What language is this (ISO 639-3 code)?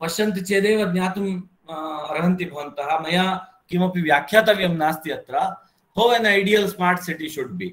san